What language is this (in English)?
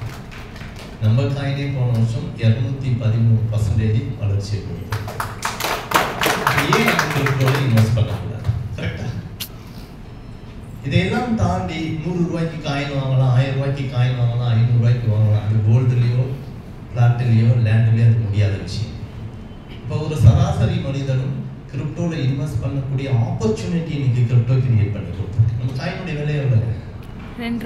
Tamil